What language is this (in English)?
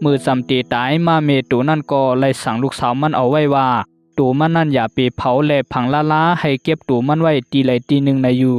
Shan